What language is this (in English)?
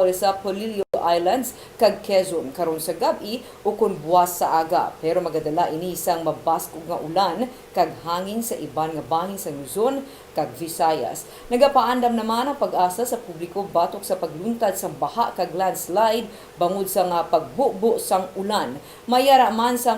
Hiligaynon